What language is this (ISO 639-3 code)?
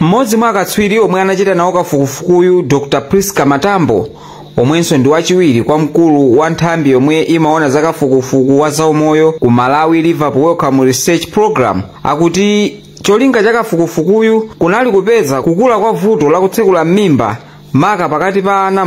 nya